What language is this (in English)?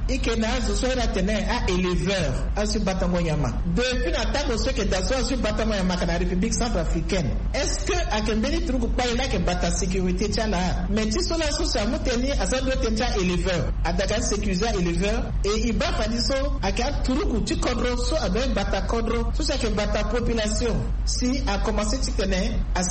Sango